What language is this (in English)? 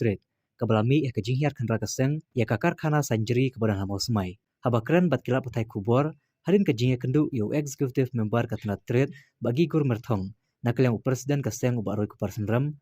Khasi